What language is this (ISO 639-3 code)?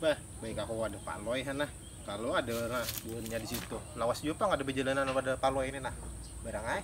bjn